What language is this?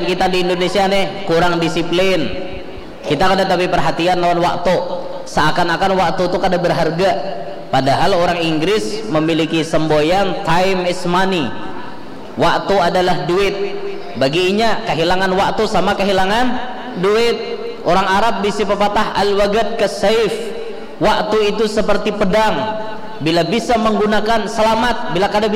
Banjar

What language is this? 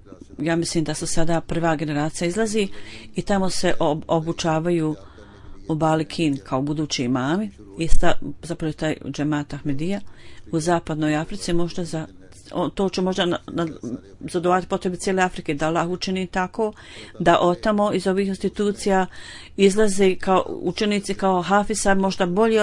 Bosnian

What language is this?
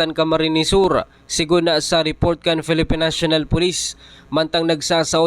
Bikol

